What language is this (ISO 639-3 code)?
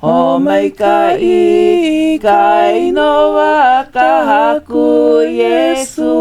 haw